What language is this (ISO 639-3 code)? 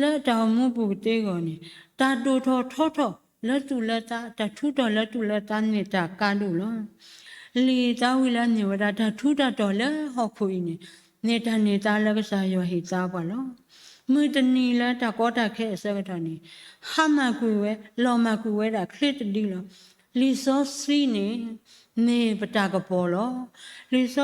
ksw